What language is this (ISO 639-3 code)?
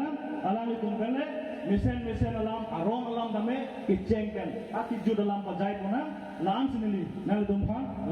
mjw